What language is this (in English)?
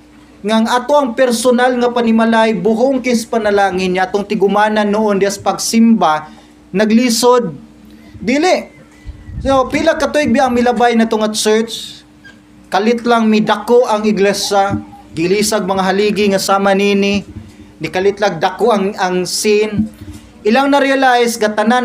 Cebuano